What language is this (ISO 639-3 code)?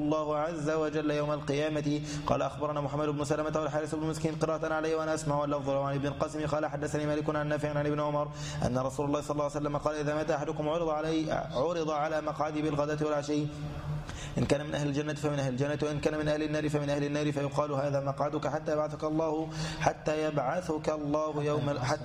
ara